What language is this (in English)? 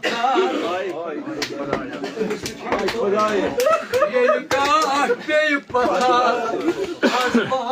Kashmiri